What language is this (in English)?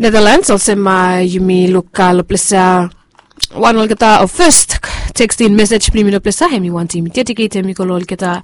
Bislama